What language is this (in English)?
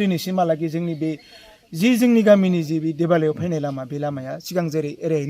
Bodo